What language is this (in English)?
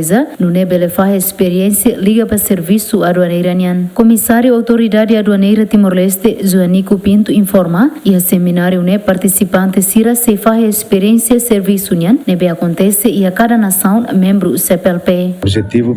Tetum